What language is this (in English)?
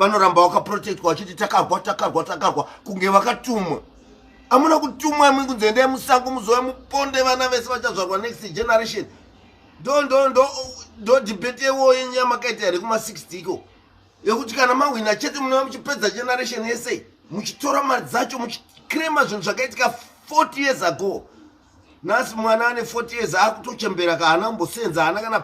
Shona